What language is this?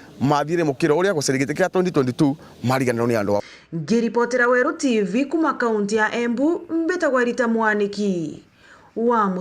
Meru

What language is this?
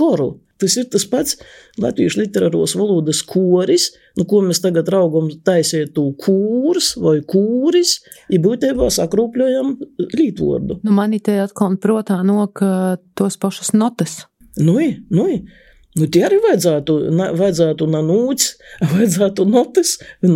Latvian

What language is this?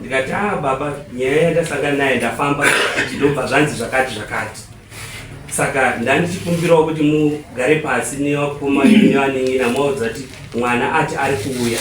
Shona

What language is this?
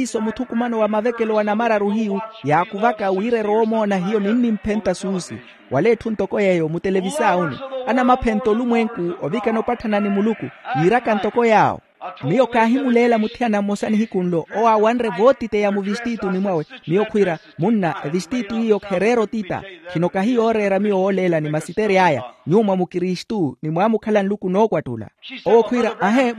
Makhuwa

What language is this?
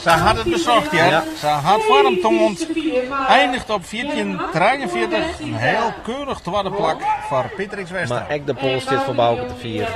Western Frisian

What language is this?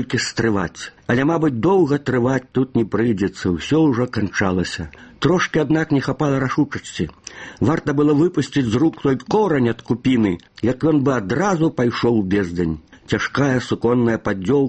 Belarusian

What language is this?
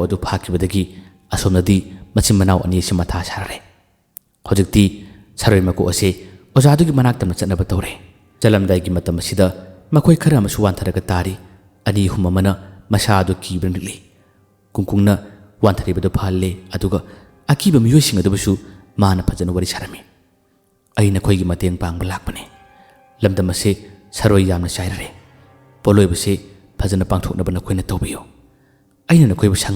Manipuri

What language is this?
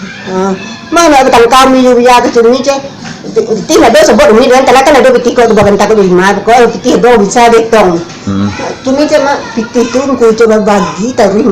Minangkabau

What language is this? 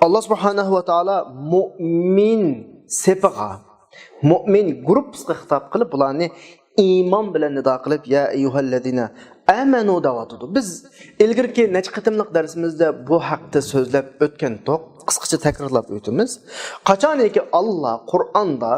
Uyghur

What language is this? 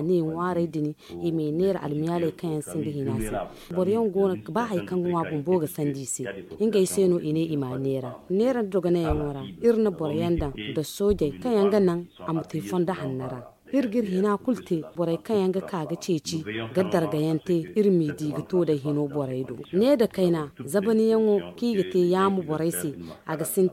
Zarma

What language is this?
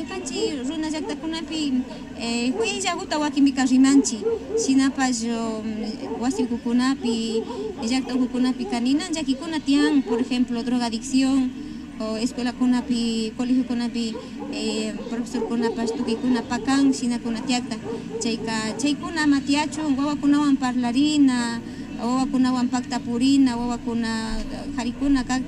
Imbabura Highland Quichua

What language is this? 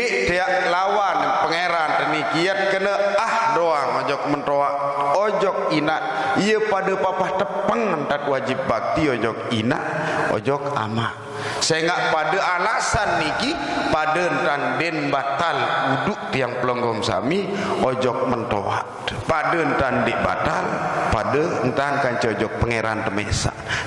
Sasak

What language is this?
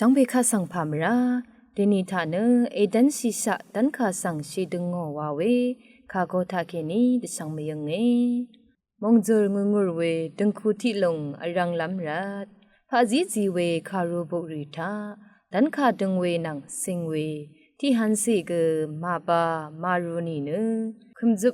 Rawang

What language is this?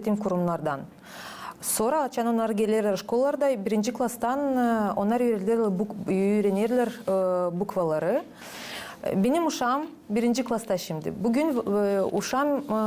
Gagauz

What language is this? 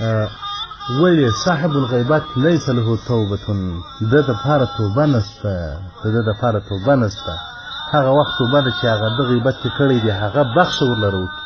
Pashto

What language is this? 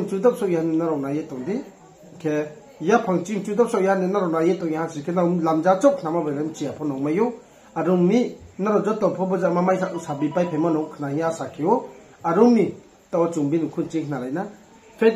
Riang (India)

